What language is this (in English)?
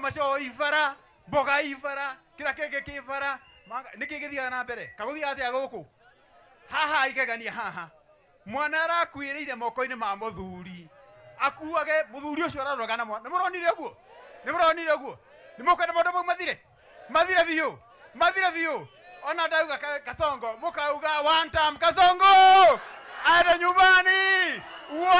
Kikuyu